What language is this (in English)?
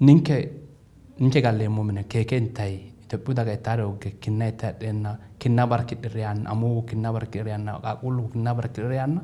Sidamo